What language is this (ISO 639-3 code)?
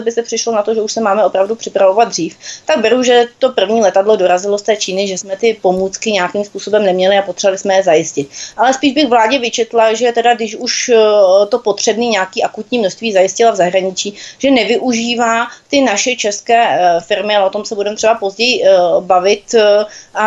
ces